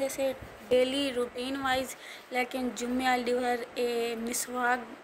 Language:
Saraiki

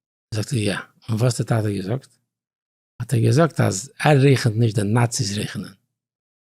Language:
Yiddish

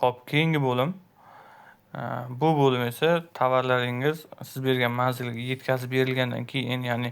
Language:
Uzbek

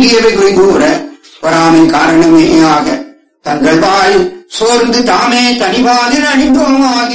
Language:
Tamil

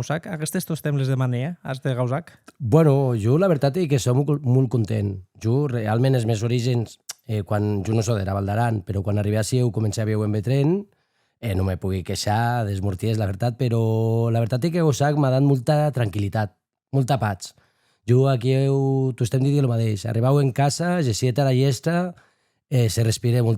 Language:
Occitan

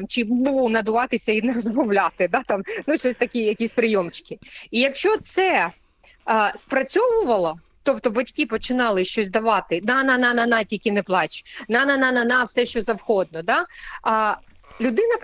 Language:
Ukrainian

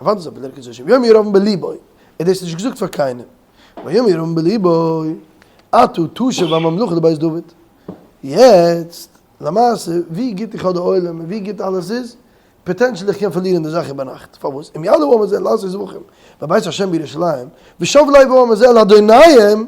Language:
Yiddish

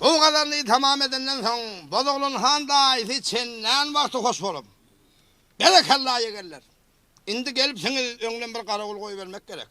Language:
Turkmen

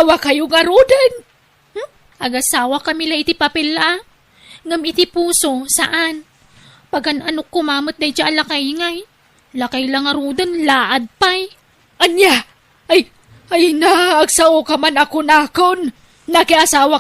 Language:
Iloko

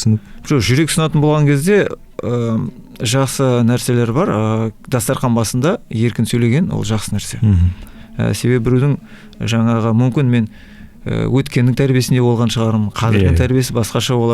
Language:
Kazakh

